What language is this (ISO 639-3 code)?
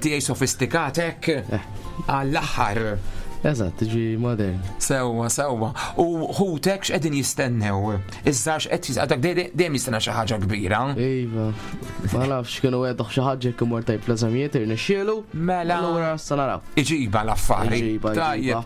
mlt